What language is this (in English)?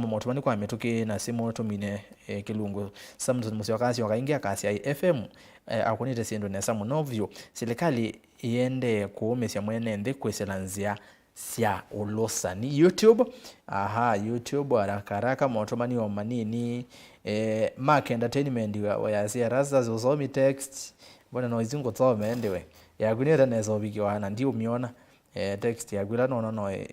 Kamba